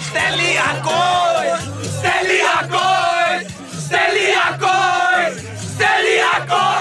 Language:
Western Frisian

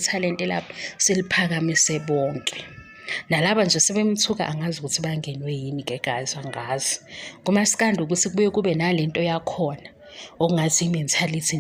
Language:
Zulu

